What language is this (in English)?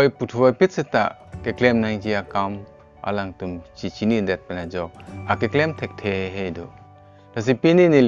Karbi